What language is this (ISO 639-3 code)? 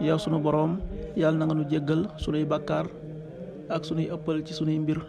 wol